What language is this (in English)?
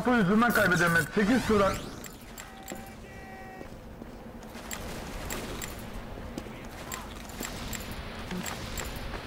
Turkish